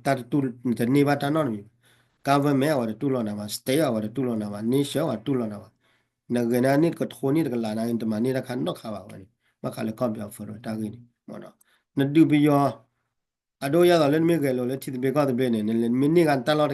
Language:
S'gaw Karen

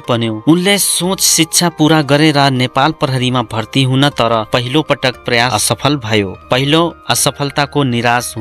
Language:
Nepali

